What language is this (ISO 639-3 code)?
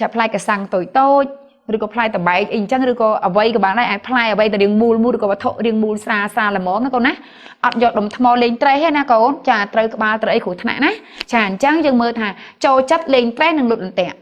khm